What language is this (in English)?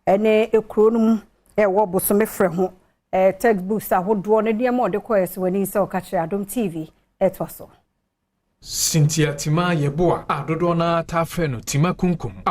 Akan